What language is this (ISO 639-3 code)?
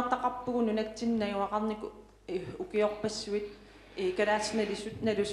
kal